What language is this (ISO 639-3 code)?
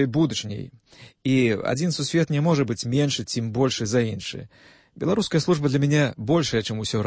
bel